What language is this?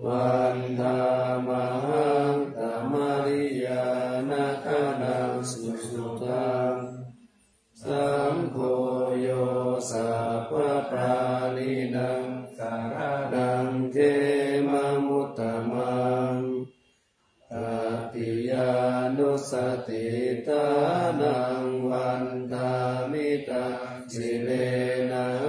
Pali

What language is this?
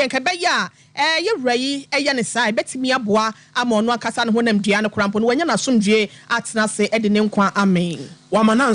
Akan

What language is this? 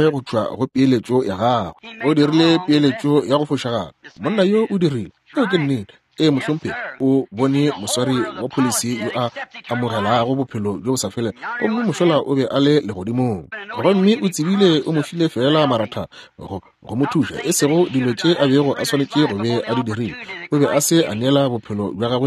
Northern Sotho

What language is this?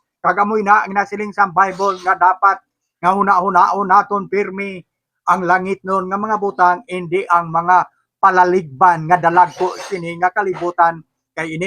Hiligaynon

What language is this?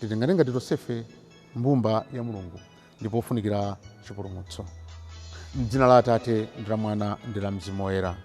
Nyanja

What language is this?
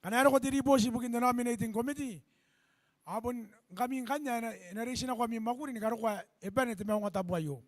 Gilbertese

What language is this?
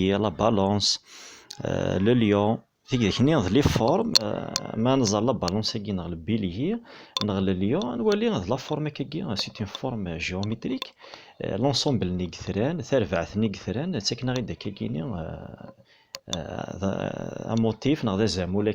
Kabyle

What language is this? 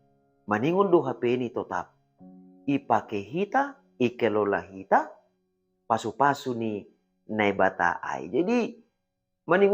Batak Simalungun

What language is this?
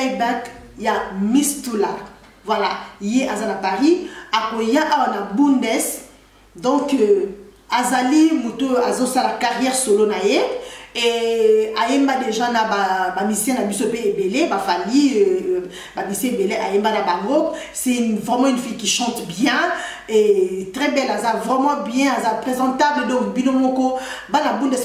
Lingala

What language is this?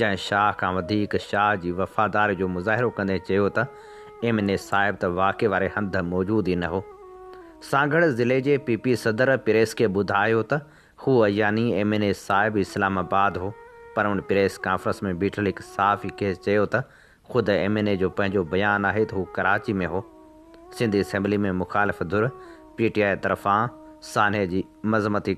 Sindhi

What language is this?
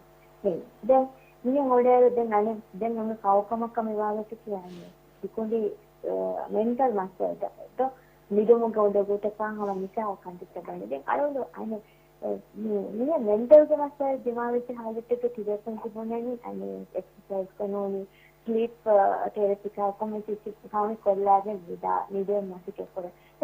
Divehi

